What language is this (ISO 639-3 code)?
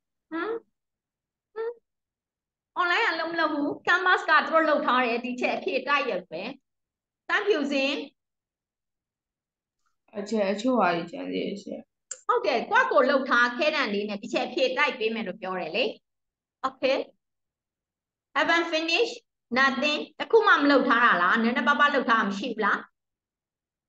mya